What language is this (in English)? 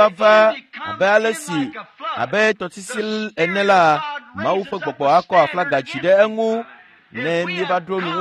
Ewe